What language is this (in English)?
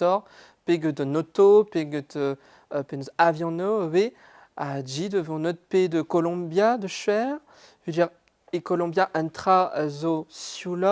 Breton